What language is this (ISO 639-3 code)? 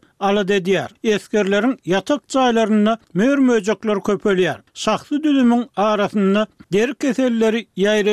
tuk